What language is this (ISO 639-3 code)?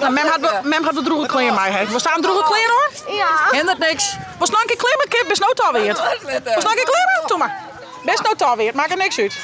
fry